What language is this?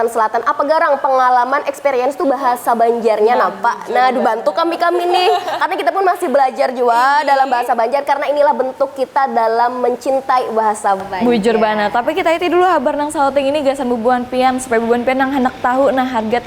Banjar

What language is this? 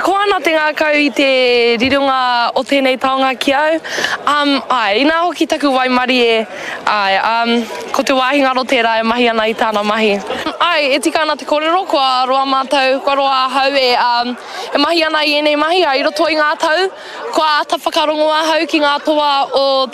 Māori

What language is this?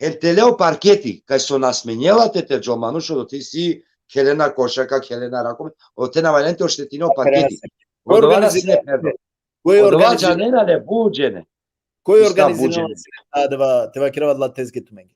Balkan Romani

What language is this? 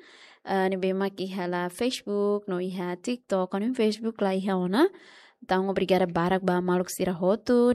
Tetum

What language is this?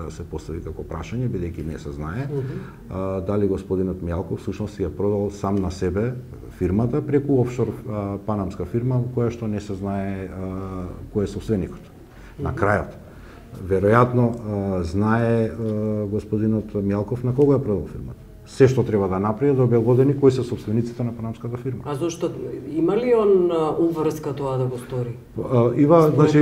Macedonian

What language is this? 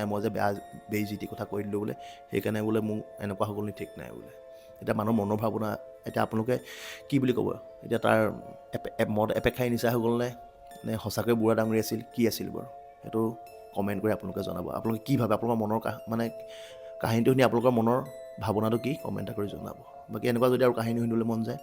Assamese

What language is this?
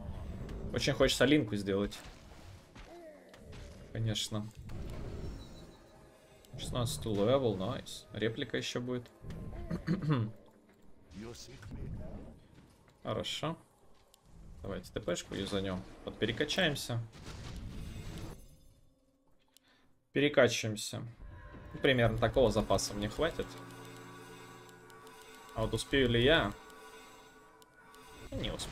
Russian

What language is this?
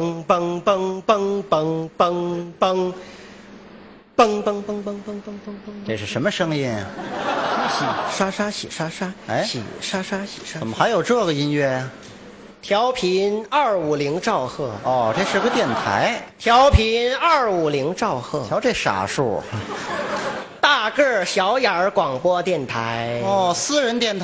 Chinese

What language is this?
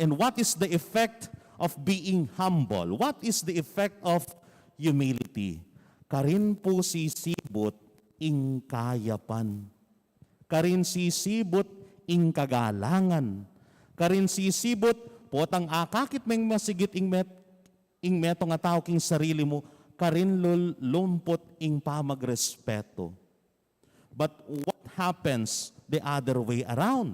Pampanga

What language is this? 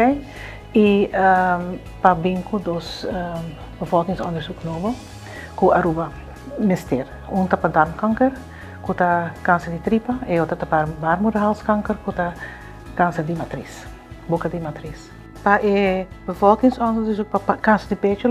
Papiamento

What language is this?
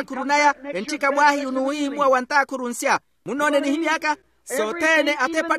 Makhuwa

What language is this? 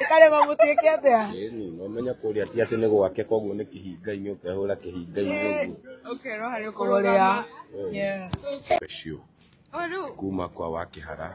Kikuyu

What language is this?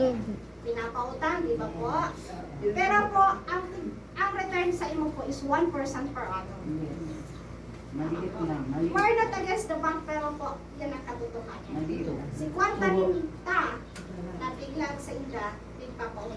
Bikol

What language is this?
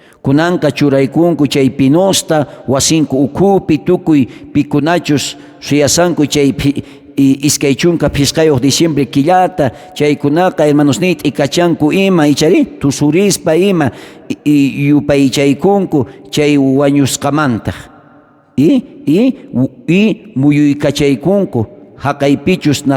South Bolivian Quechua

